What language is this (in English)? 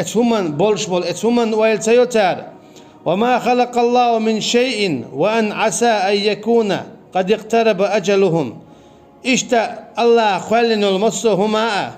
Chechen